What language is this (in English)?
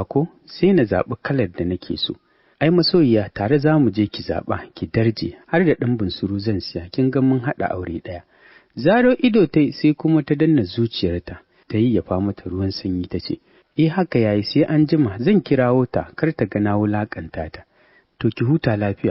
Hausa